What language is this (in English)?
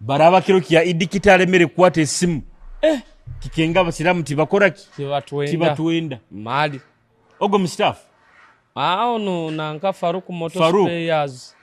Nyoro